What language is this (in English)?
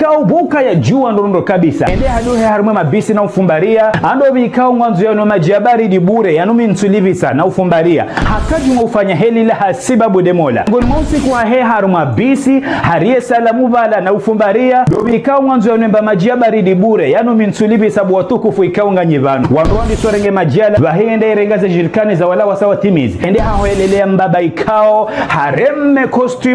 Ngazidja Comorian